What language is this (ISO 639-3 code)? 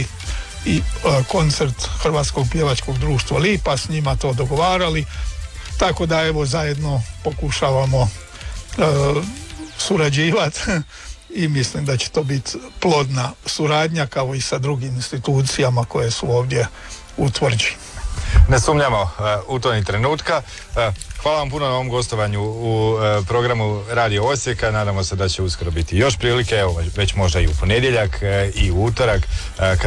hrv